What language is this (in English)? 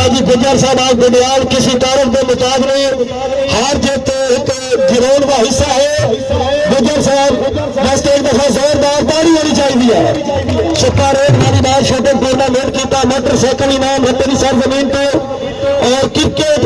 Pahari-Potwari